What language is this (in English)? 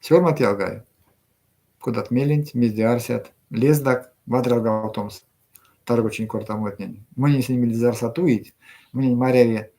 Erzya